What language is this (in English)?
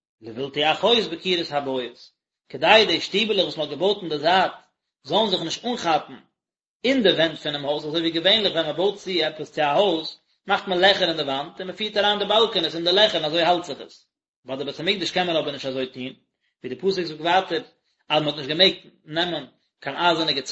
Yiddish